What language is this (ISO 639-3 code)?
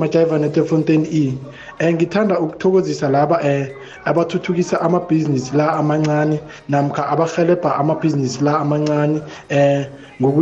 nbl